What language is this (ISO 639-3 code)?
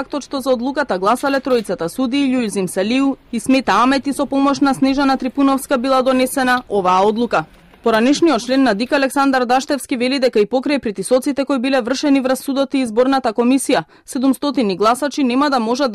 mkd